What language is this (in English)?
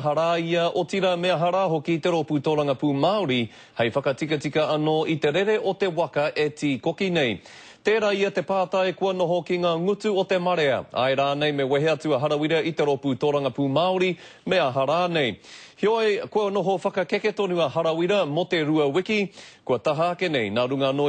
Māori